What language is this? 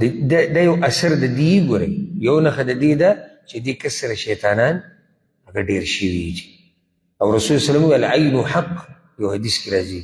Pashto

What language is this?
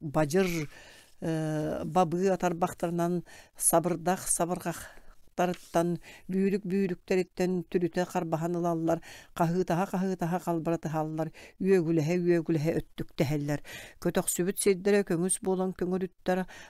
Yakut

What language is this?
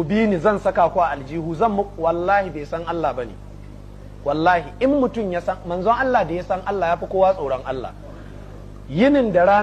Hausa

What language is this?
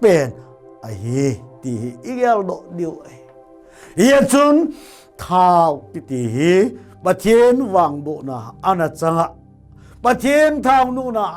Thado Chin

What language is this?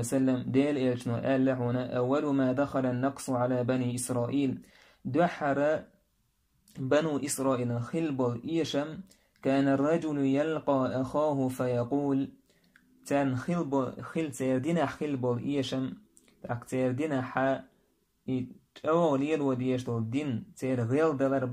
Chechen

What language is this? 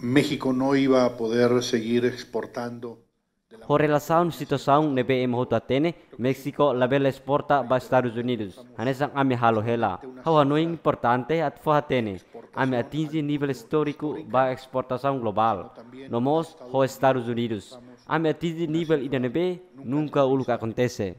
Tetum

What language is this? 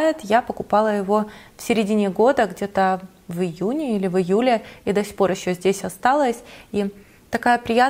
Russian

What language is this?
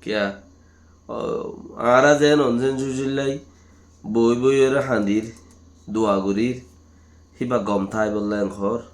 Rohingya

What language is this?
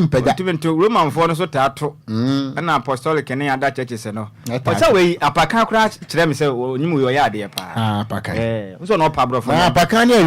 Akan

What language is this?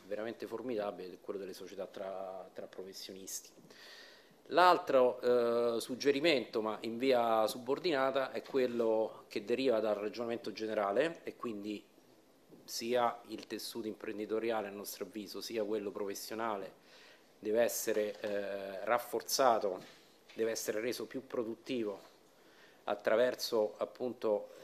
Italian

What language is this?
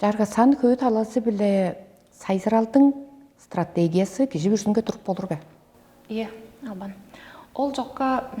Tuvinian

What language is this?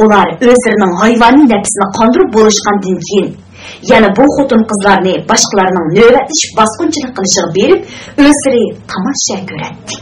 Uyghur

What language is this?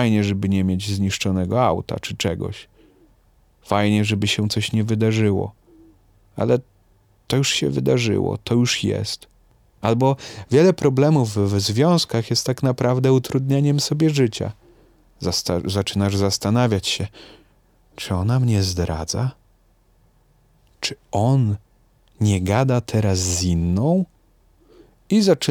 Polish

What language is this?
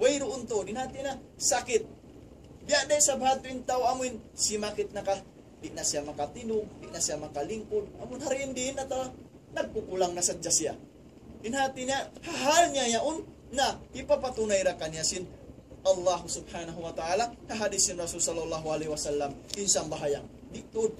Tausug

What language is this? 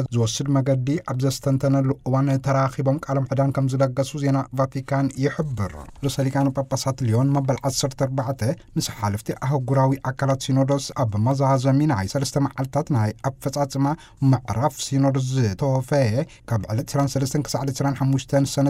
Tigrinya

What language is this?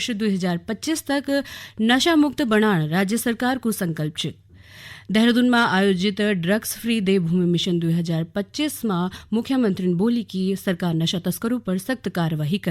Garhwali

